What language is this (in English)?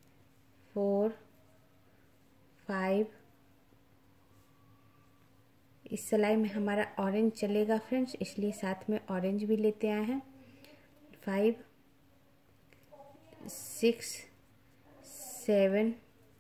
Hindi